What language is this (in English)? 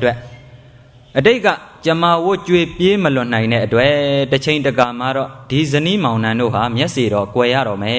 Burmese